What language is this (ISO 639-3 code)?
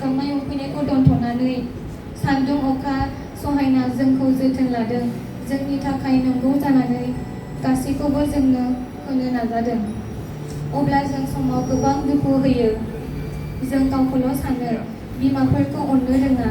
brx